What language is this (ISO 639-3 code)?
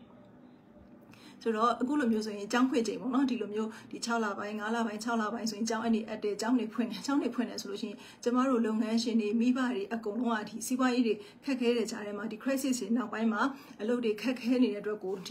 mya